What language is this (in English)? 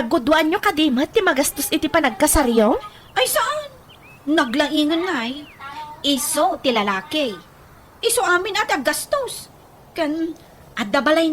Iloko